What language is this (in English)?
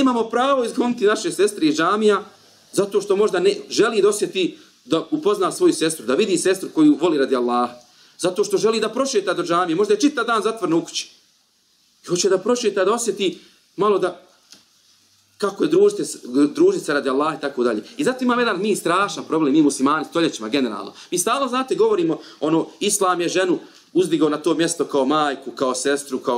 Bosnian